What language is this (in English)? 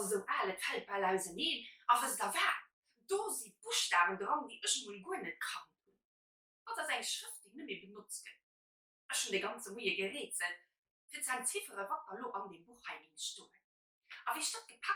Luxembourgish